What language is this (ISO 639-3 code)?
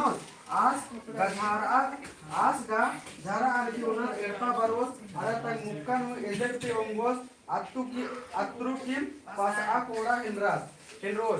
kru